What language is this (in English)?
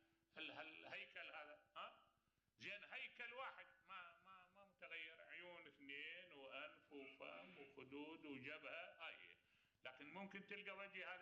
Mesopotamian Arabic